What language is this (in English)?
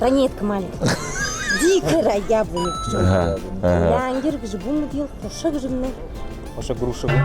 Buriat